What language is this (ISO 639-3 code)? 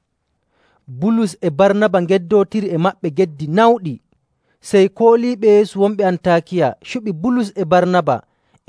fuv